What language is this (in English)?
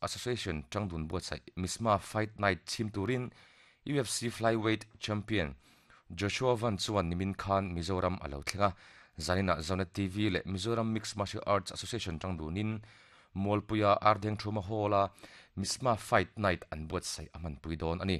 Mizo